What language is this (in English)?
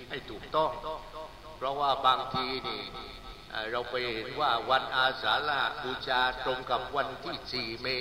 Thai